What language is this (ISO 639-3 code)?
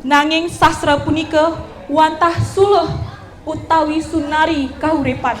ban